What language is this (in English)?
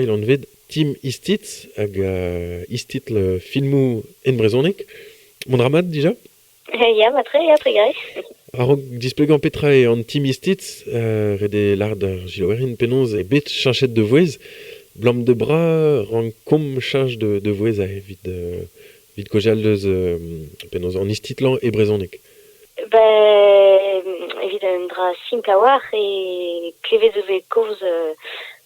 Breton